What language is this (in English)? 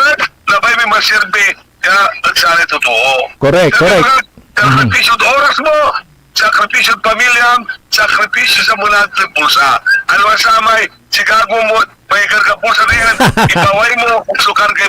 Pangasinan